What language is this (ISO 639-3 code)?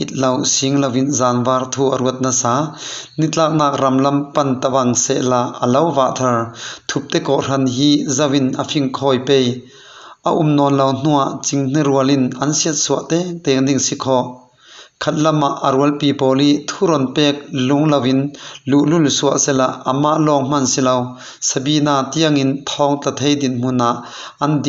cfm